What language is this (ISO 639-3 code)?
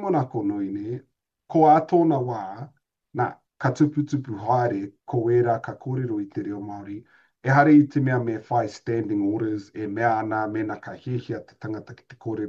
mri